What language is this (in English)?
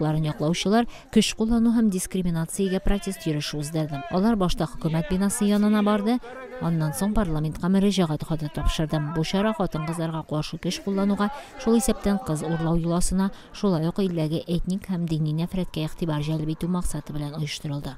Tatar